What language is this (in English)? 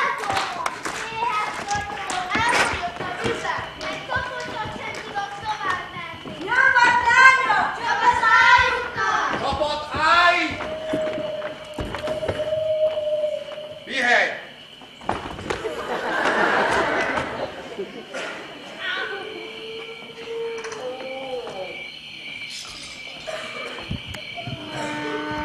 Hungarian